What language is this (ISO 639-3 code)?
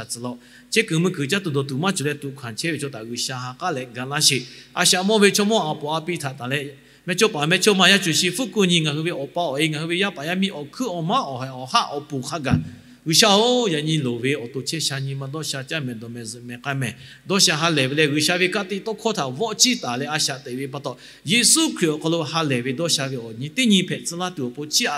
lhu